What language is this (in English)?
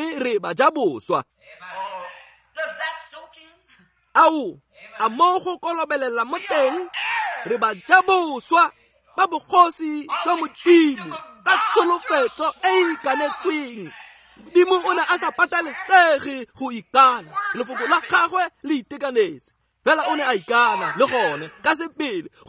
Tswana